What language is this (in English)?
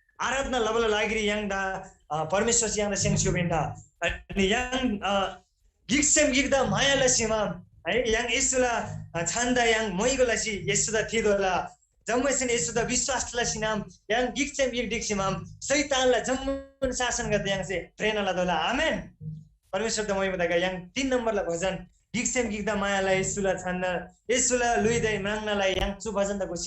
Eastern Tamang